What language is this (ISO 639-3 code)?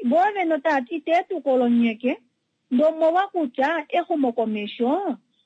kua